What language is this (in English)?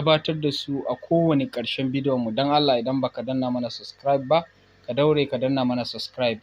Hausa